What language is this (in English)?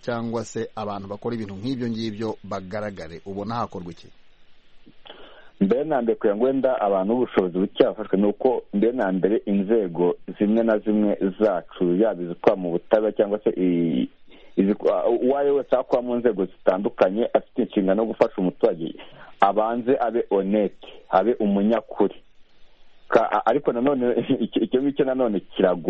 Kinyarwanda